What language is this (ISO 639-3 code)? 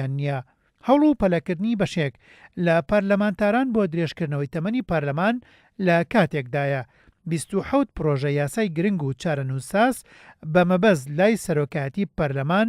ckb